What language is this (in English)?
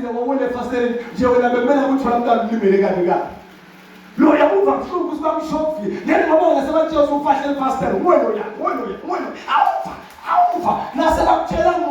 Zulu